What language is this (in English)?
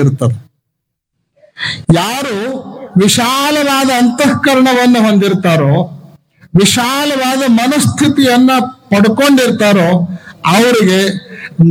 Kannada